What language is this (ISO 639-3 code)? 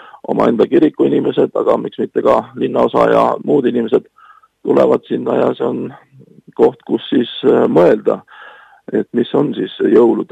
est